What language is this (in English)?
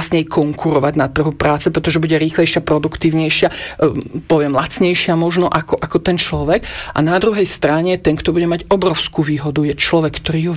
Slovak